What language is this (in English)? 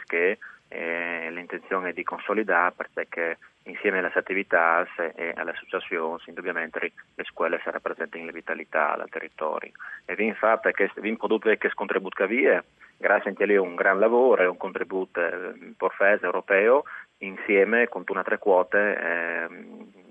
Friulian